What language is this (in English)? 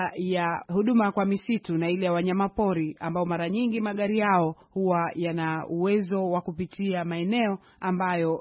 Swahili